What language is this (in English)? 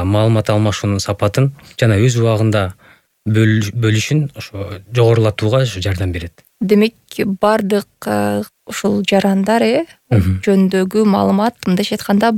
Kyrgyz